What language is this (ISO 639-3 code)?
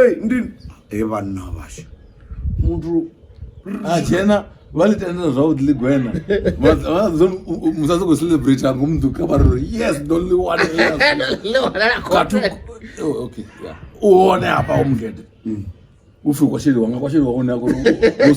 ven